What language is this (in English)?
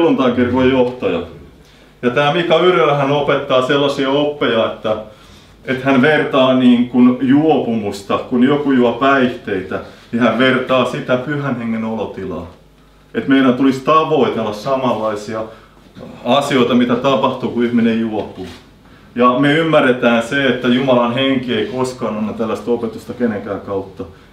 Finnish